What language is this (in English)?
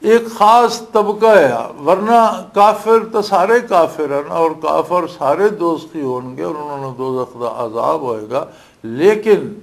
Western Panjabi